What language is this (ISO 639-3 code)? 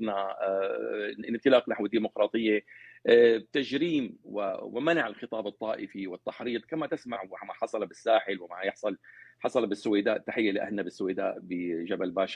apc